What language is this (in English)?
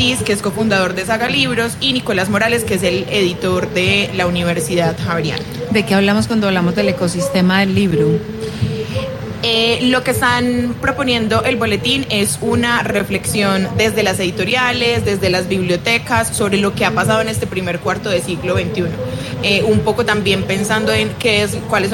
Spanish